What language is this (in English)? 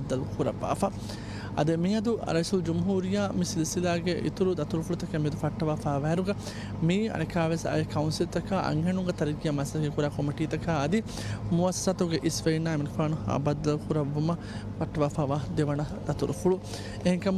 Divehi